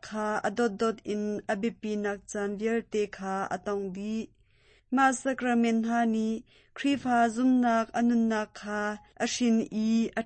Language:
Hakha Chin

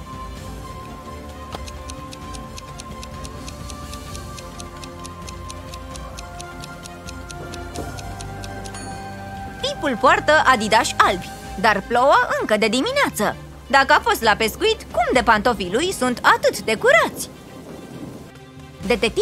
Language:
Romanian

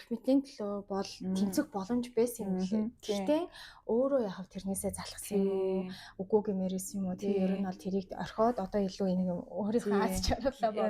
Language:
Mongolian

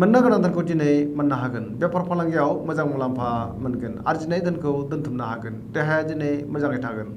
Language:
Bodo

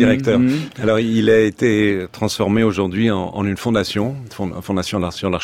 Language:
French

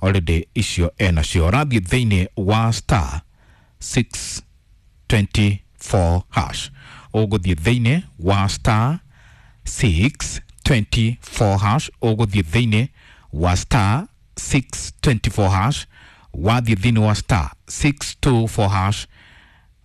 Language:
Kikuyu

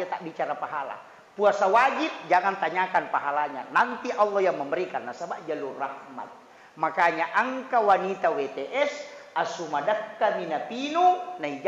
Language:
Buginese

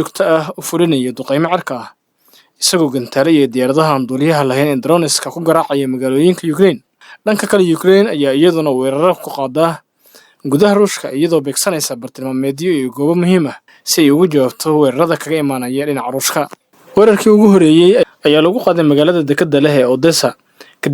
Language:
Somali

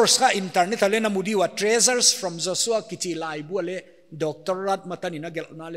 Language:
Paite Chin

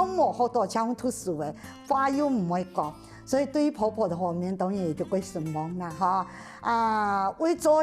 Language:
Hakka Chinese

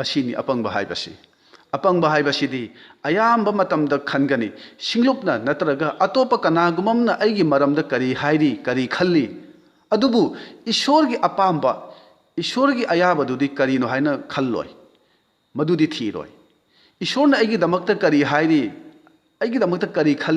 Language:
Manipuri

